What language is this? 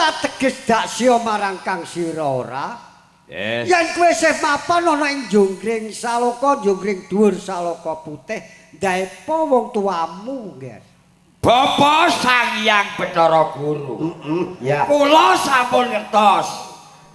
Javanese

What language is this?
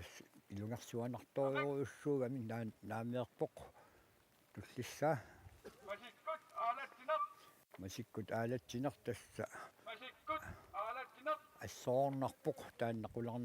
Kalaallisut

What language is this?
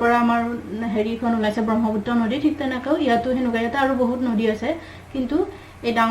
Assamese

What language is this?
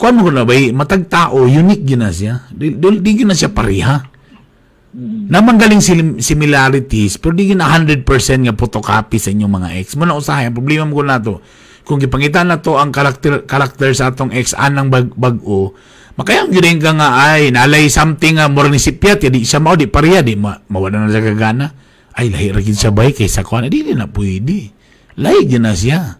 Cebuano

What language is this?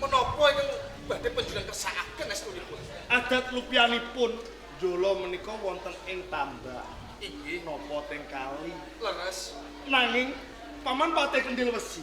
Javanese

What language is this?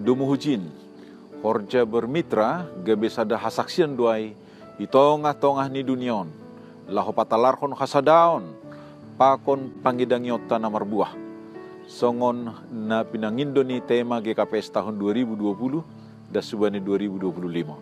Batak Simalungun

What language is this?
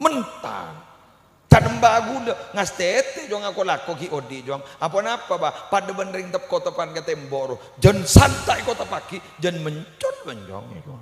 Madurese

